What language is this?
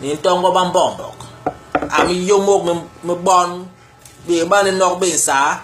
Basaa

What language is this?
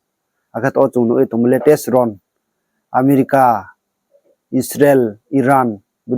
Riang (India)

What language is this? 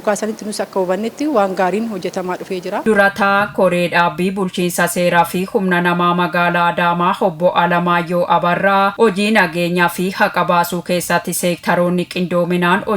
Oromo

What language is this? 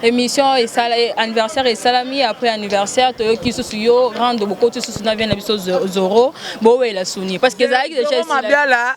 Lingala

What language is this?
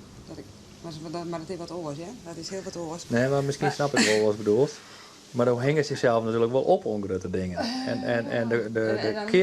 Western Frisian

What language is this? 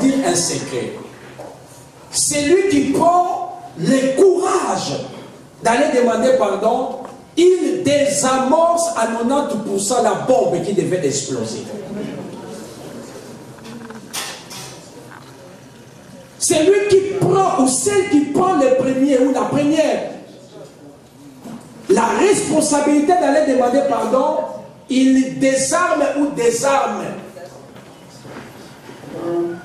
French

